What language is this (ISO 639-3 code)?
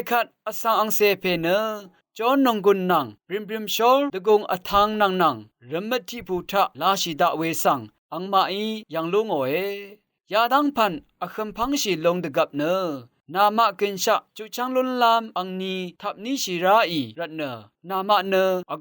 raw